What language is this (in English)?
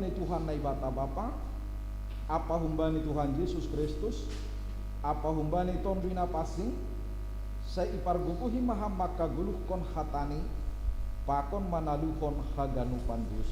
Batak Simalungun